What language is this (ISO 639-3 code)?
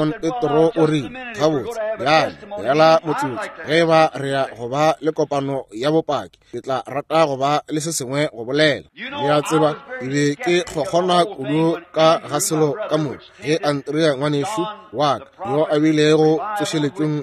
nso